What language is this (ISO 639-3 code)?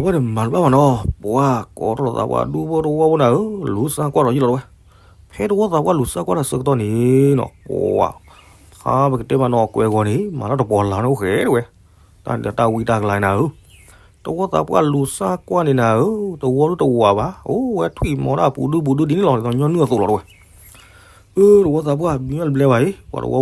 ksw